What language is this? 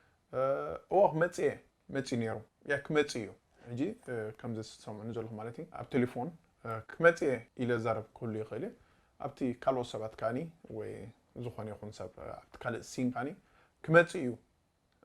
Tigrinya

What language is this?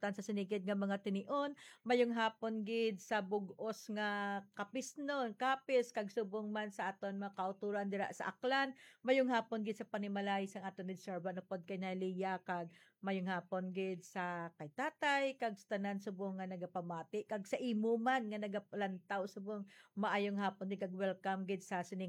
Hiligaynon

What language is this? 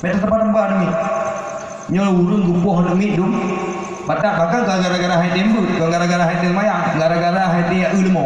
Achinese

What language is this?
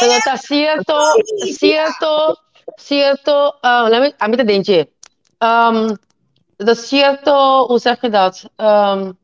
Papiamento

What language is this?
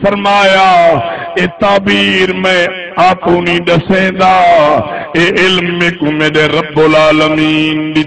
Saraiki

